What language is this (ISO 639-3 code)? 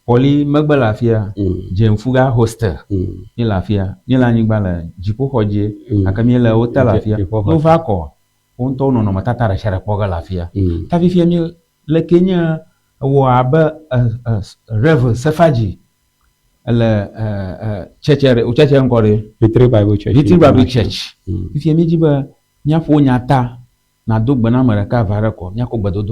ewe